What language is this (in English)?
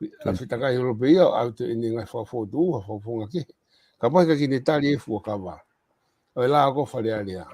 Tongan